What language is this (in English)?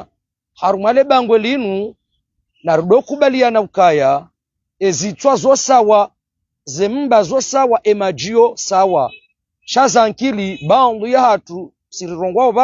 Ngazidja Comorian